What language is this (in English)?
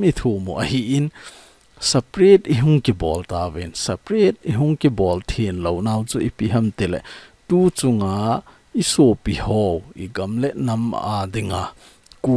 Thado Chin